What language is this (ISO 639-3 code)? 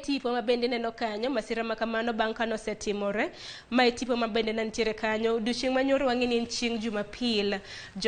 luo